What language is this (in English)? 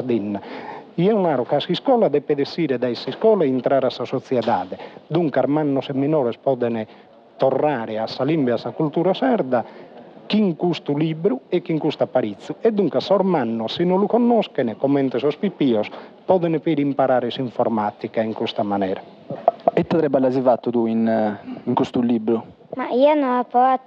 Sardinian